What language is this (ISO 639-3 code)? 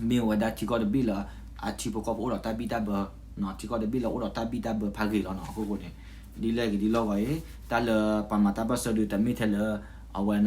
ksw